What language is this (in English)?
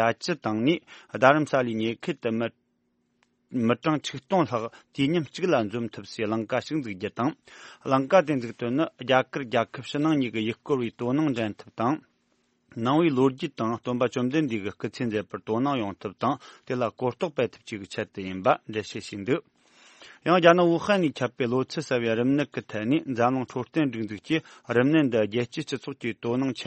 Tibetan